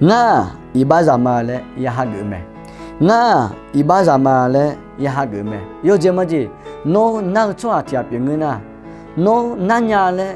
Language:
Akha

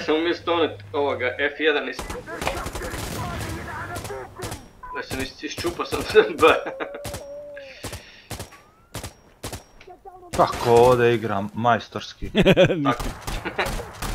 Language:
Croatian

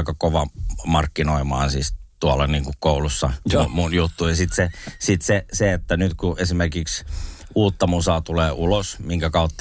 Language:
Finnish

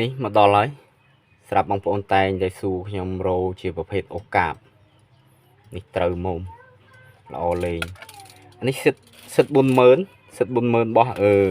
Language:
Khmer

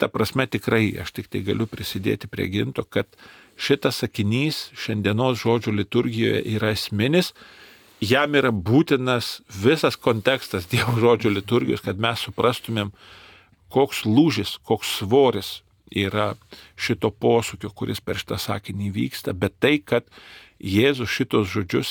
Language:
Lithuanian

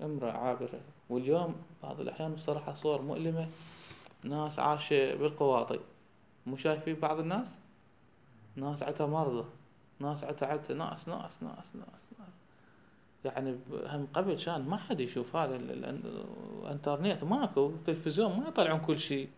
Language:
Mesopotamian Arabic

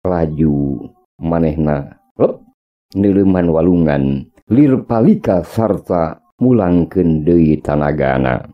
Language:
Sundanese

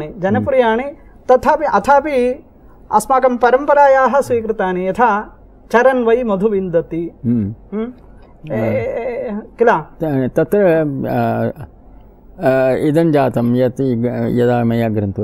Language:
Sanskrit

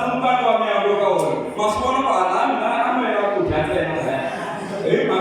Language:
Tsonga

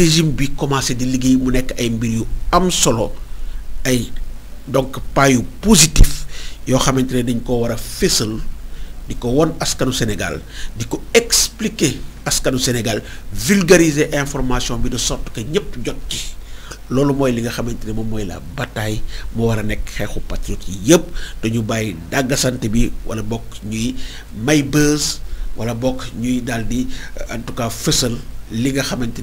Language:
Wolof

